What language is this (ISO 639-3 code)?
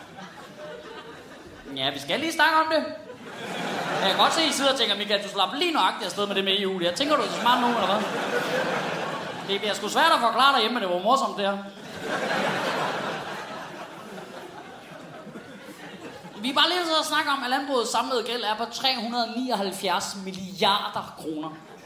dan